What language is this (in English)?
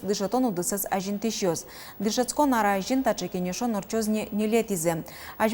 Udmurt